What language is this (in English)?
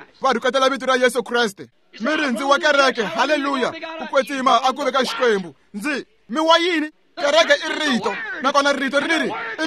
Tsonga